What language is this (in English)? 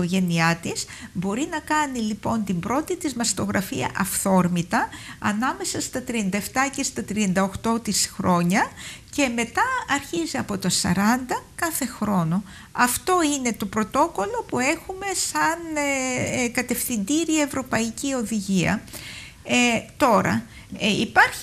Greek